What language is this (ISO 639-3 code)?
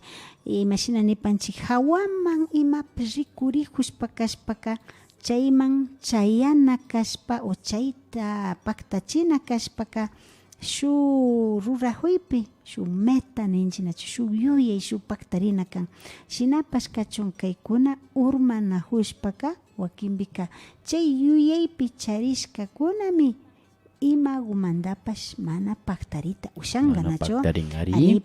qvi